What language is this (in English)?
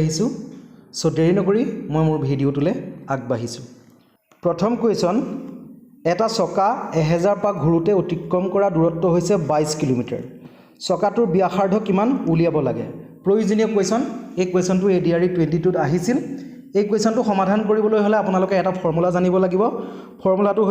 Assamese